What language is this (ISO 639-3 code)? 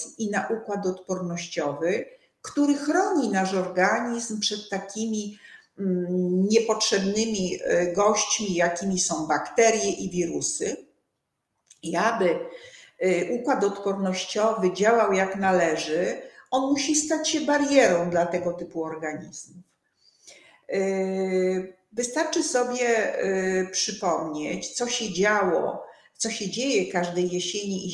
pol